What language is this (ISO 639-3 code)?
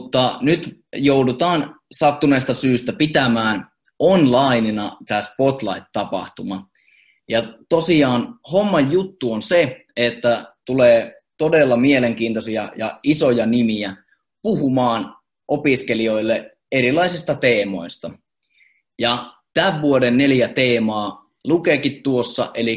fin